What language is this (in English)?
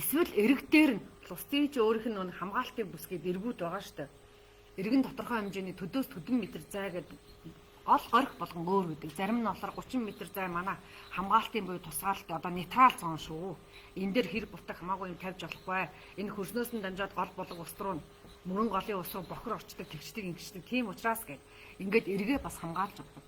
Mongolian